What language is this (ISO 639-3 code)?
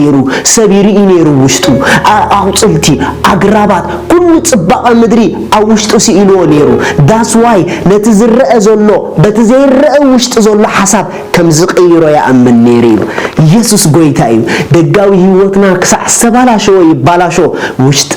tir